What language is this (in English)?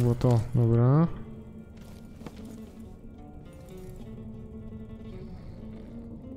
Polish